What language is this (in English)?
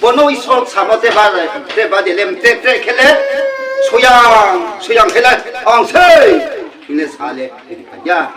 Riang (India)